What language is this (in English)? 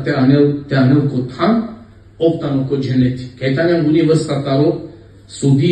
Balkan Romani